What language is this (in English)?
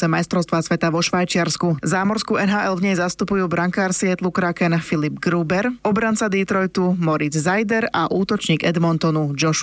Slovak